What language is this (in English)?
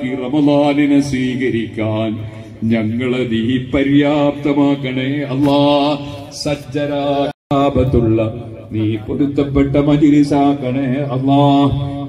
Malayalam